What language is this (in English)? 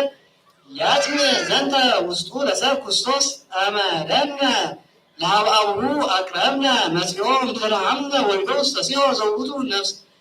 Geez